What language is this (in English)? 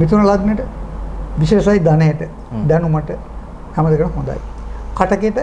Sinhala